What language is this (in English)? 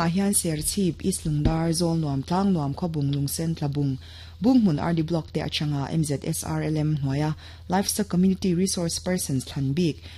Mizo